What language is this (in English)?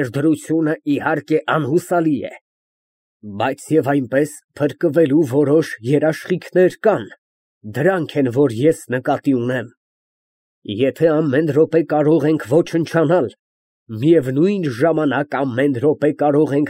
Armenian